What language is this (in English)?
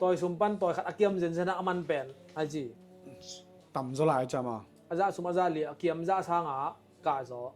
Tedim Chin